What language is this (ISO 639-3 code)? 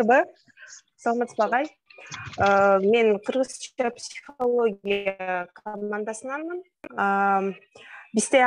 kir